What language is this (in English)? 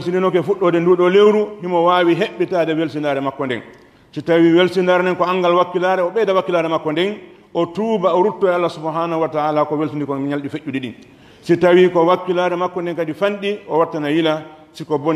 Pular